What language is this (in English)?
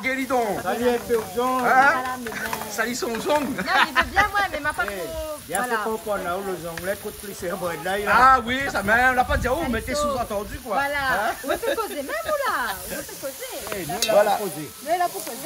Réunion Creole French